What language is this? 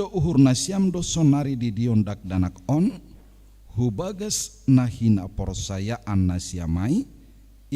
Batak Simalungun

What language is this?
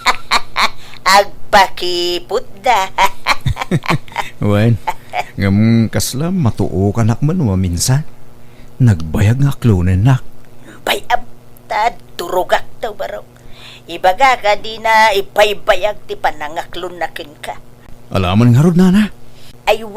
Iloko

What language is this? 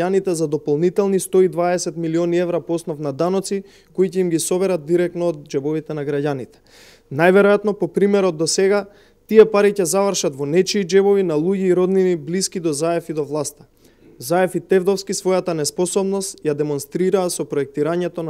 Macedonian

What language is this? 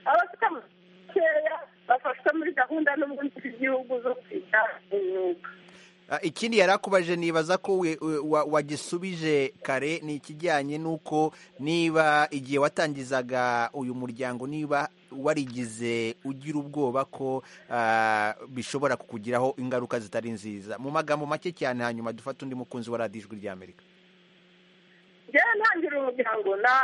Kinyarwanda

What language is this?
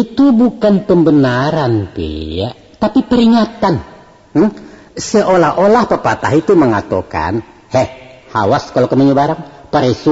Minangkabau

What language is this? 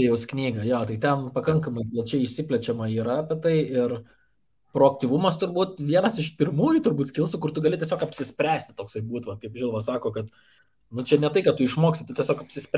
Lithuanian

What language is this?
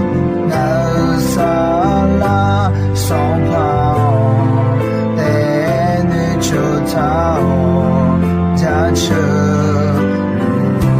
Akha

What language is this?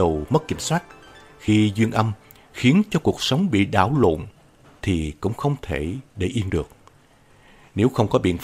Vietnamese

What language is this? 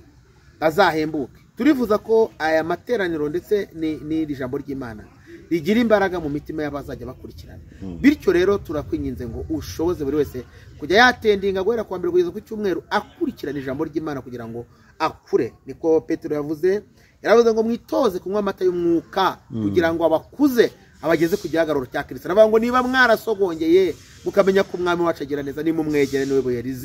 Kinyarwanda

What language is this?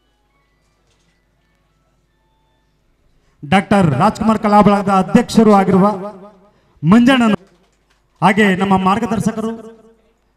Kannada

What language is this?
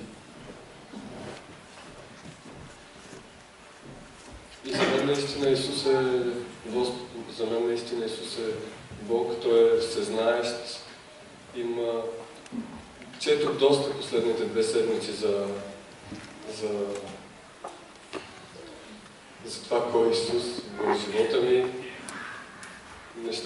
Bulgarian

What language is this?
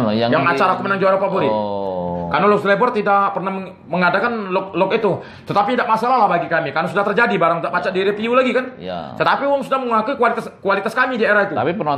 Musi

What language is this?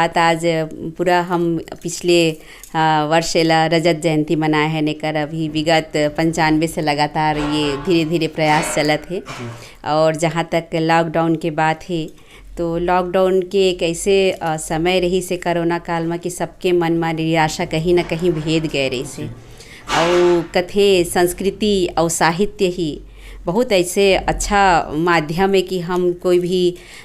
Chhattisgarhi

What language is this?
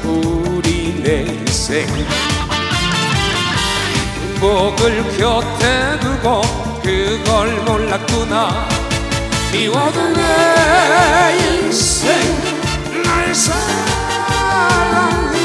Korean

